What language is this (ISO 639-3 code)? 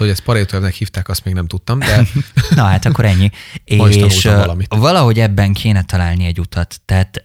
hun